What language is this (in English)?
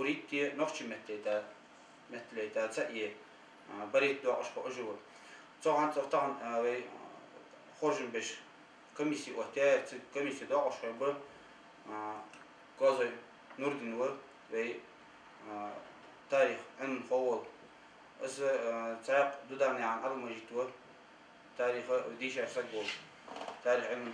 Ingush